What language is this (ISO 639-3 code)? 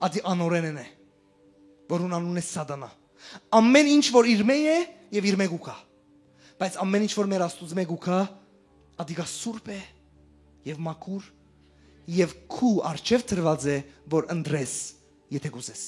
hyw